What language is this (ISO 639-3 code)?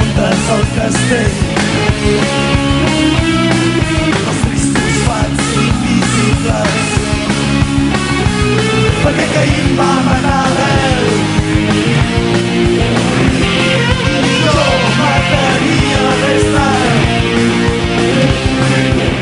cat